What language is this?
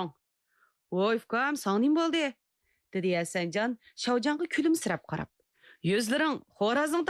Uyghur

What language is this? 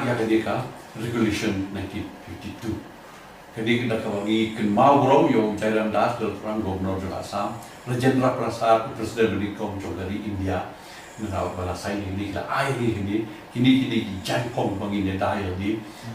Khasi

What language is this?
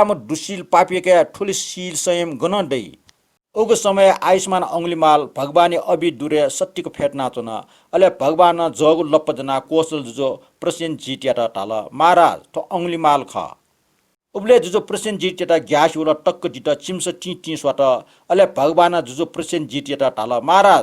Newari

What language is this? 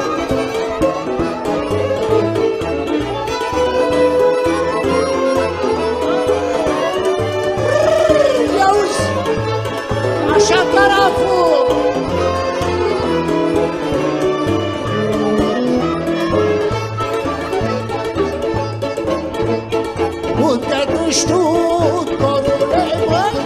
Romanian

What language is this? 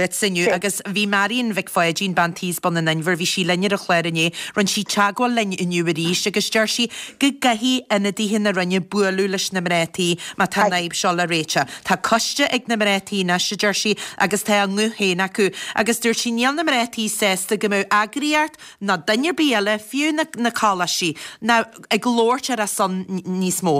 Irish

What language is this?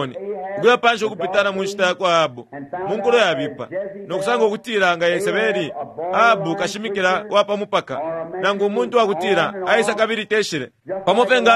Bemba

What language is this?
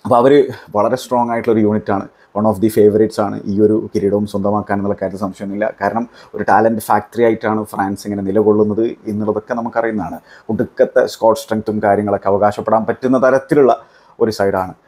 Malayalam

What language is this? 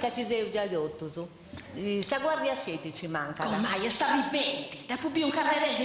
Sardinian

